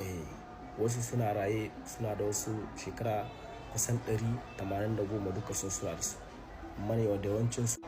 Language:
Hausa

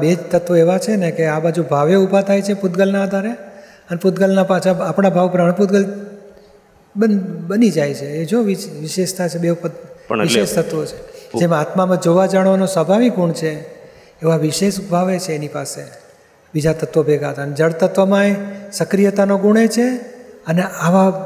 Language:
Gujarati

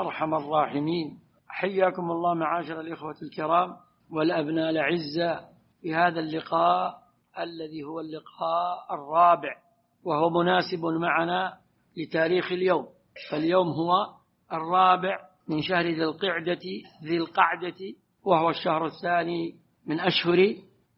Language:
Arabic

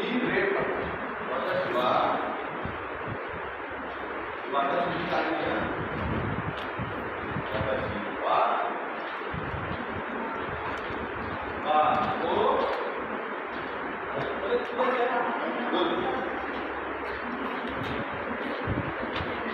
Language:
Marathi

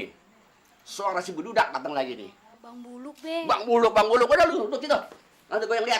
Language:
Betawi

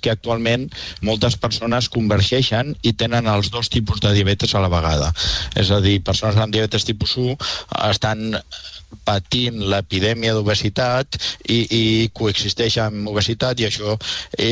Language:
Catalan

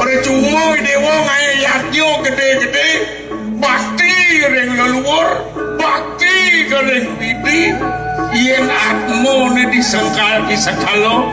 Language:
Balinese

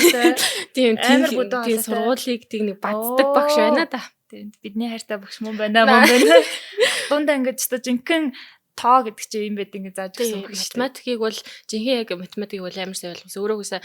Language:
Mongolian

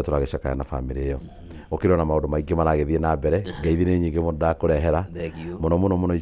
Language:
Kikuyu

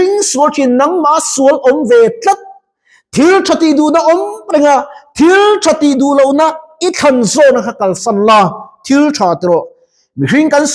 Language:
Mizo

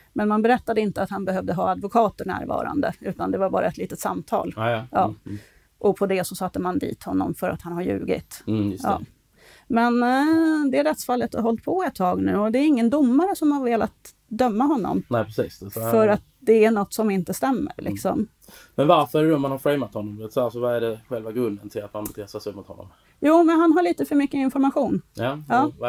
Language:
Swedish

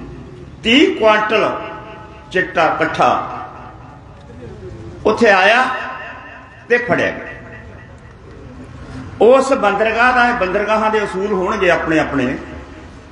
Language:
Punjabi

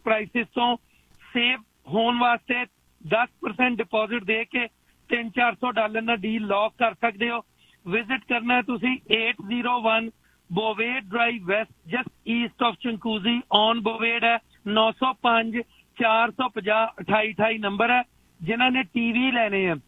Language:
Punjabi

